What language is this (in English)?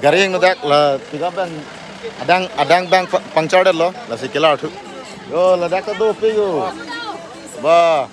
Karbi